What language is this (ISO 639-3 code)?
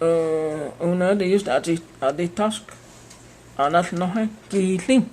chr